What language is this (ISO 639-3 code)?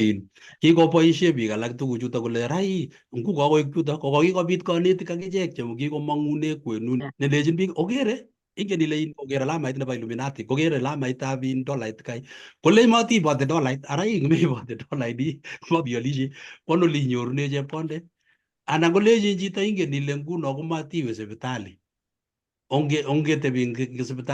kln